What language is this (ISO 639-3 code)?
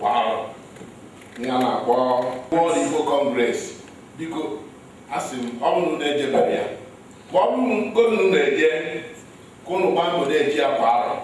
ibo